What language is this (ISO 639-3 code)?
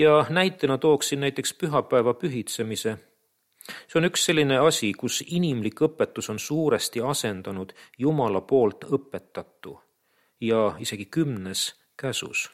est